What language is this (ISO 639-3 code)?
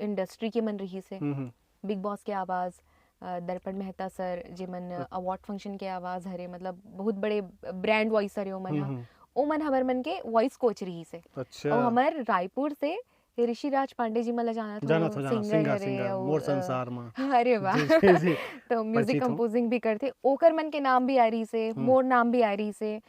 hne